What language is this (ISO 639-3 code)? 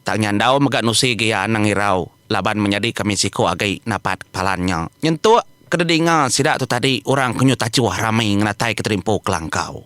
iba